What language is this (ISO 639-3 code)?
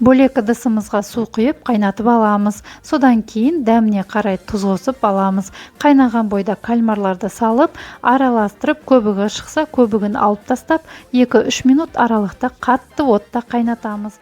kaz